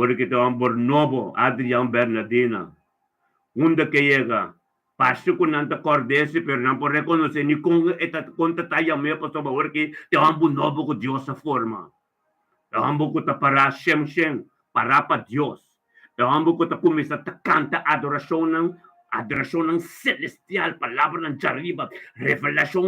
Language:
Papiamento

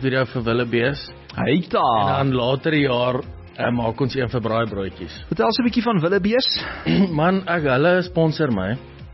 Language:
Afrikaans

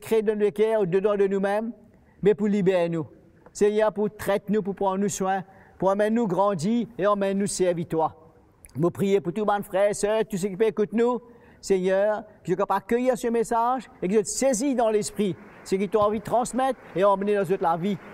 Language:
Morisyen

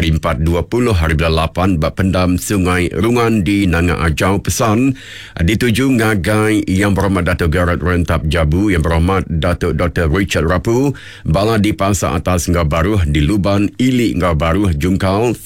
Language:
Iban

